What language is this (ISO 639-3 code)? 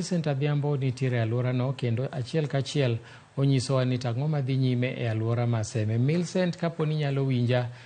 luo